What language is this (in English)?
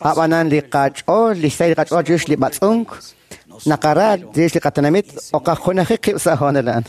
Kekchí